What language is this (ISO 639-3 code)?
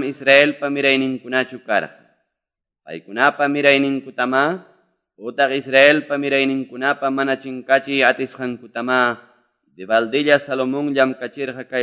que